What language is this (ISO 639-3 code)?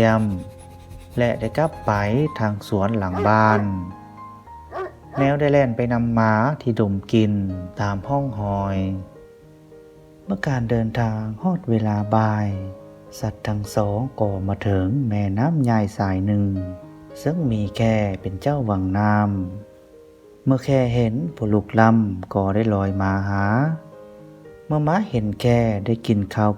lao